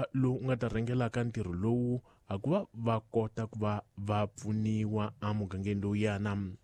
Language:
Tsonga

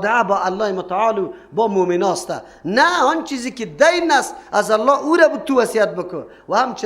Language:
Persian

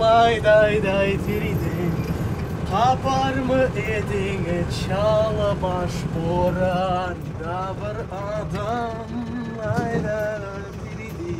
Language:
Crimean Tatar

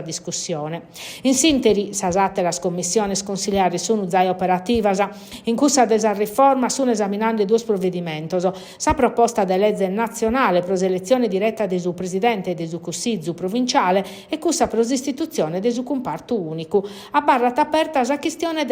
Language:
Sardinian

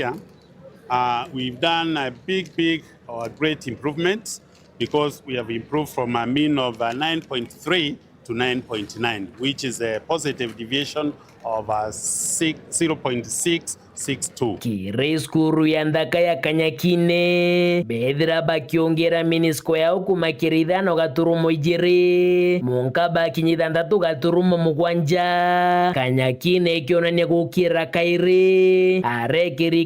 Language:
Meru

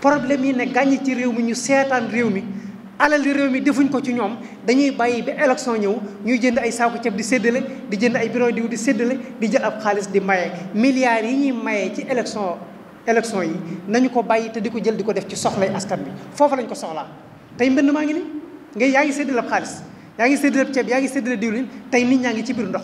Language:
Wolof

